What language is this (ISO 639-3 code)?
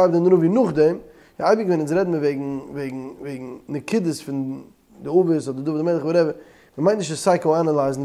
yid